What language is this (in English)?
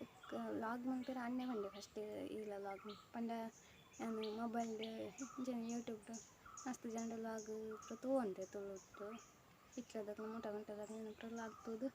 Tulu